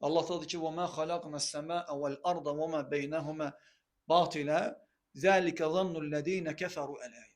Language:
Azerbaijani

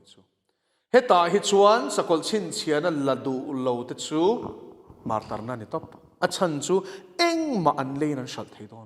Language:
Mizo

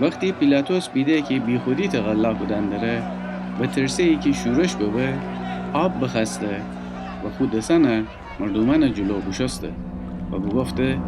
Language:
Gilaki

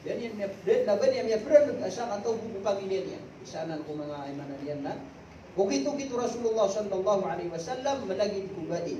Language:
Maranao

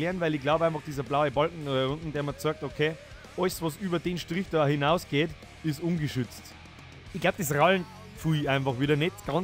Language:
Bavarian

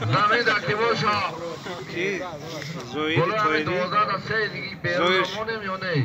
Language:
Tajik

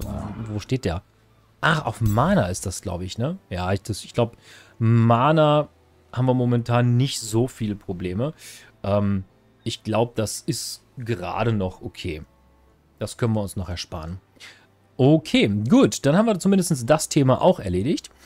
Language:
German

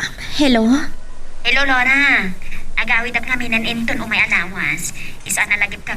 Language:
Iloko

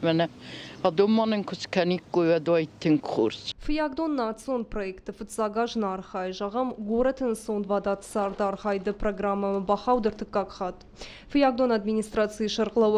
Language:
Ossetic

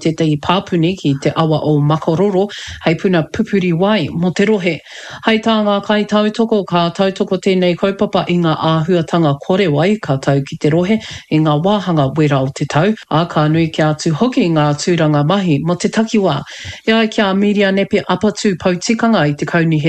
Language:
Māori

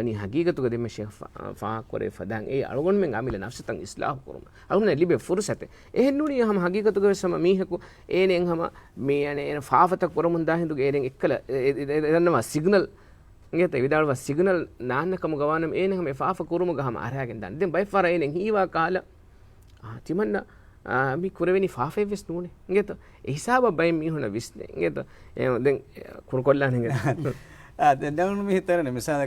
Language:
Divehi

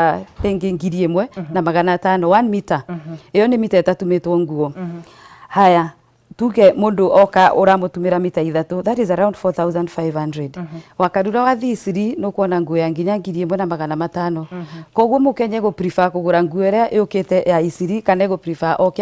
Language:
Kikuyu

